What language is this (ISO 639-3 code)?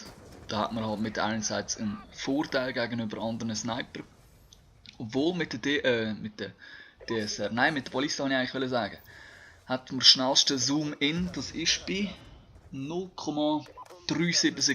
gsw